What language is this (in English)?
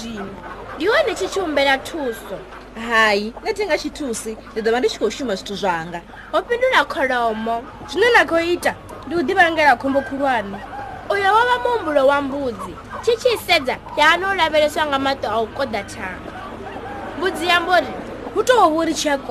Venda